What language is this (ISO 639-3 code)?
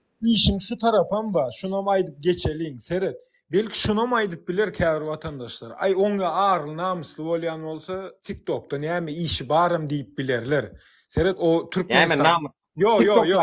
tuk